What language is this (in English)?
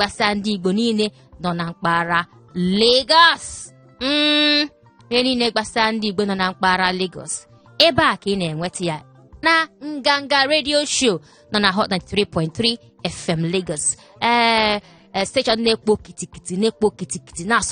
Igbo